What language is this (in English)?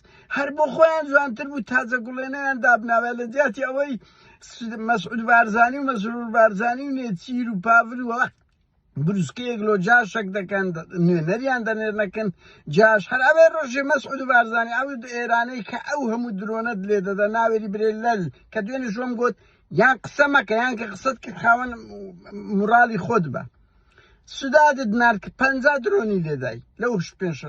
Central Kurdish